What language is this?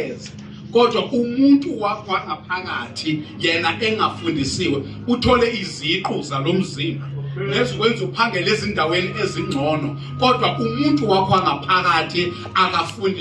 Zulu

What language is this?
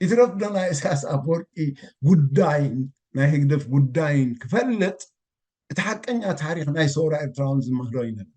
Tigrinya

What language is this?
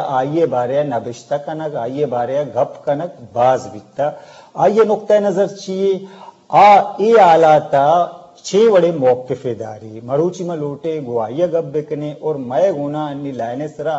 Eastern Balochi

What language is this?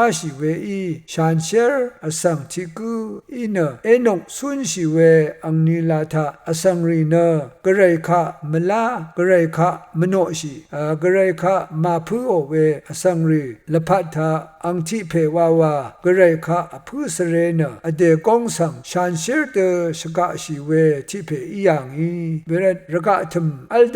Rawang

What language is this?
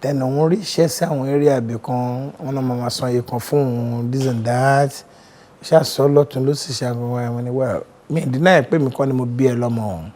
Yoruba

